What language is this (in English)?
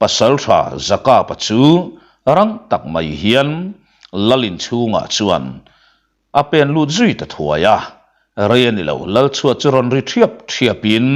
Mizo